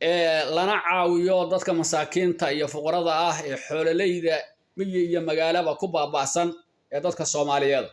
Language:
Somali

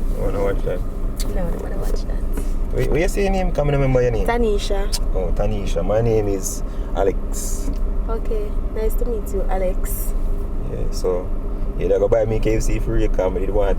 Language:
Jamaican Creole English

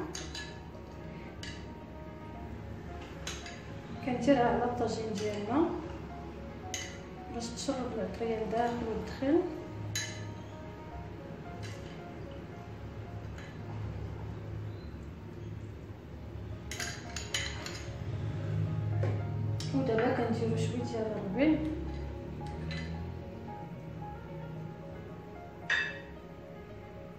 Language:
Moroccan Arabic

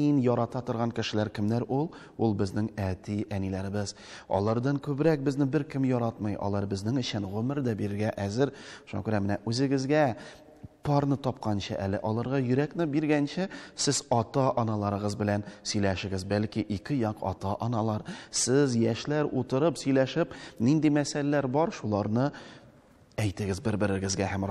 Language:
Tatar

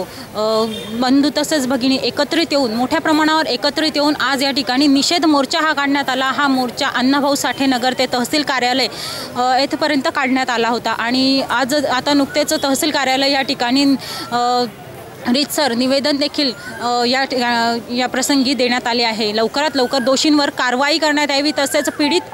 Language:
Marathi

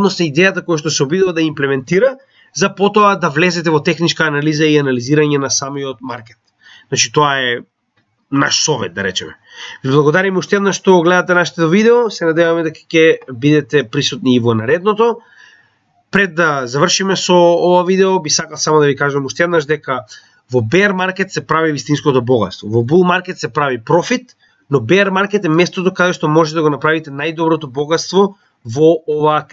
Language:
Macedonian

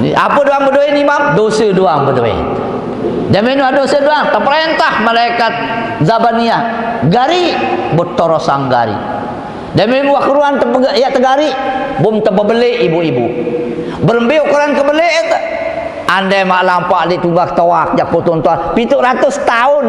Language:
Sasak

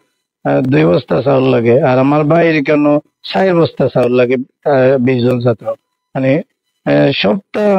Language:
Sylheti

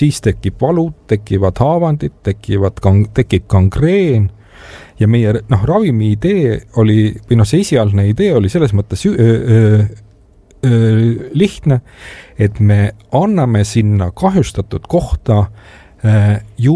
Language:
Estonian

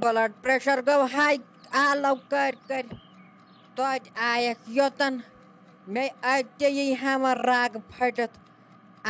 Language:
Kashmiri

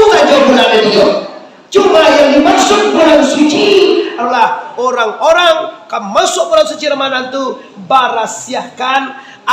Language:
Minangkabau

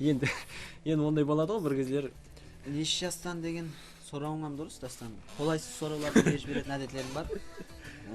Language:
Kara-Kalpak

